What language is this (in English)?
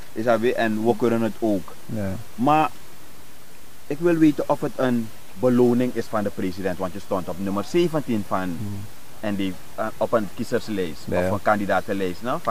Dutch